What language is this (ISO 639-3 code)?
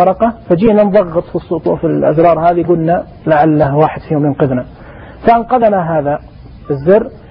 ars